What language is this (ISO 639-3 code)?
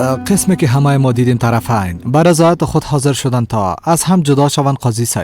fas